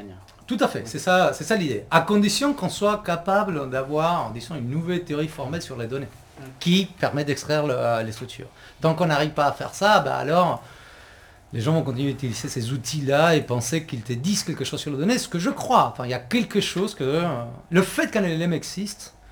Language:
French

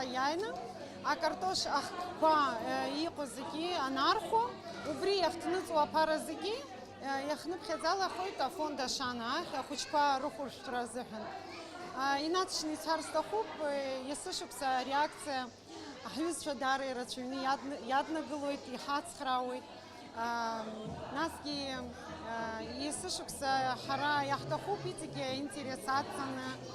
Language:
Abkhazian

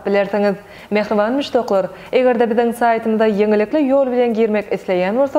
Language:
Turkmen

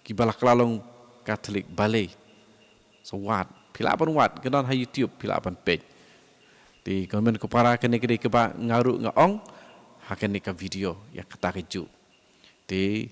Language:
Khasi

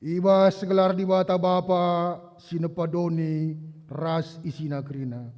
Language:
Batak Karo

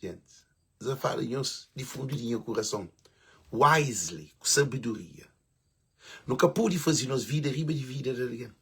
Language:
Kabuverdianu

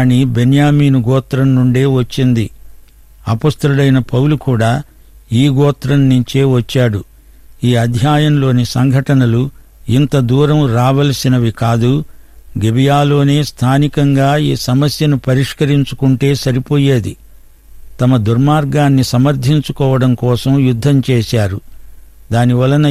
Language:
Telugu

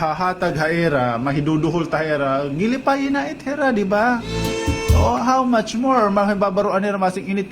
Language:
Waray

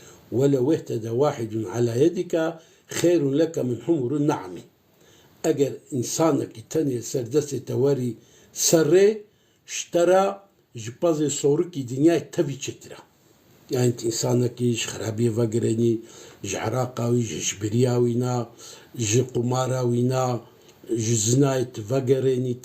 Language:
Kurdish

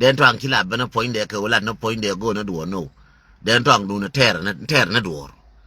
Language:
Nuer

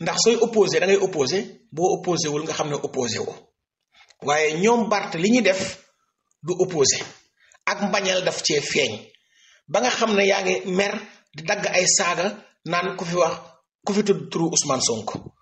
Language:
Wolof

